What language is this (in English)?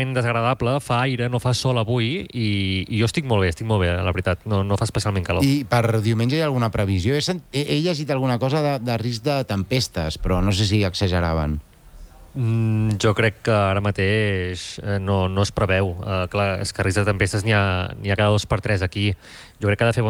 Catalan